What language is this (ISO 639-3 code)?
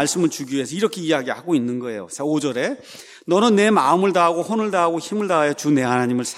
kor